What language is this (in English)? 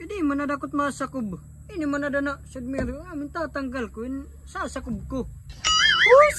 Waray